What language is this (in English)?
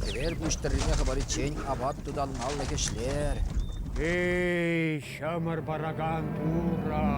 Chuvash